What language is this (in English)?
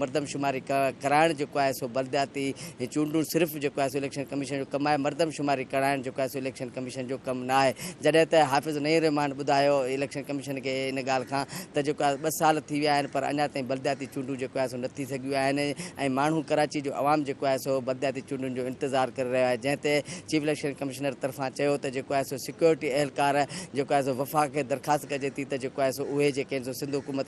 Sindhi